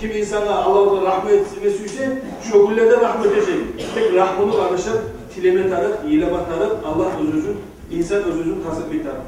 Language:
Kumyk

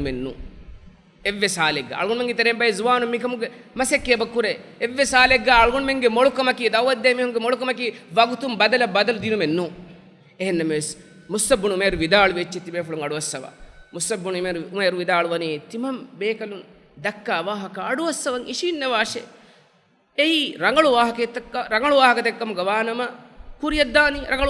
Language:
Divehi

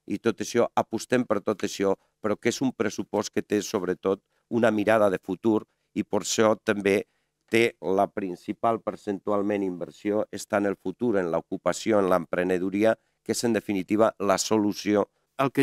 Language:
Catalan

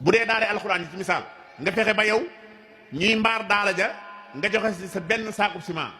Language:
Wolof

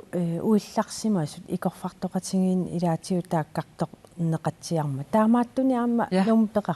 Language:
Kalaallisut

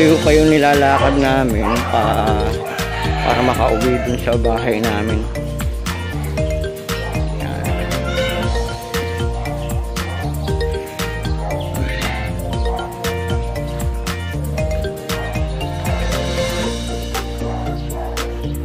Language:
Filipino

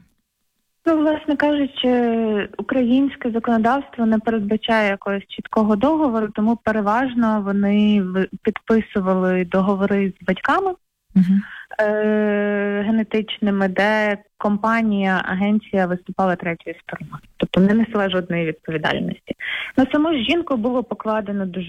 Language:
Ukrainian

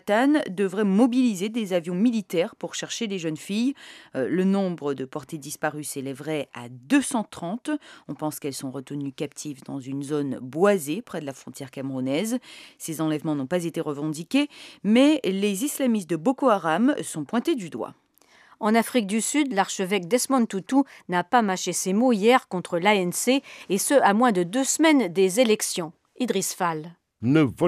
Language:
French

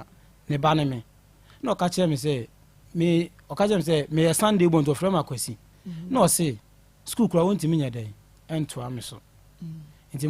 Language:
Akan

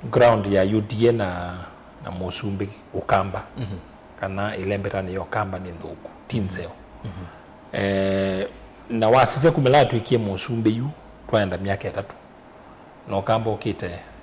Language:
Kamba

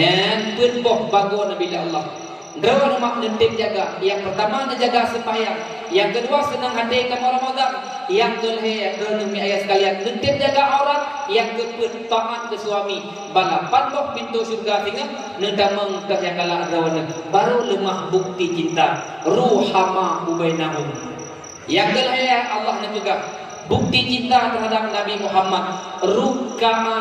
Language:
Achinese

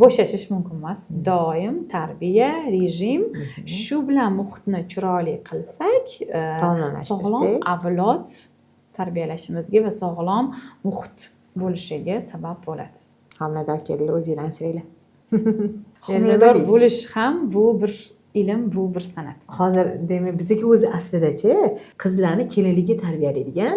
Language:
Uzbek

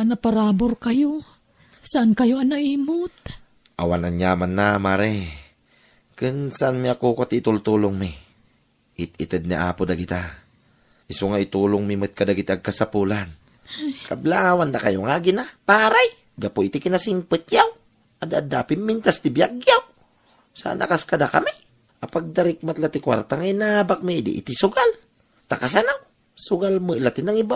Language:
Iloko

